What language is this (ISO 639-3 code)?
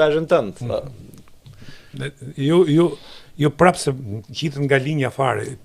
sqi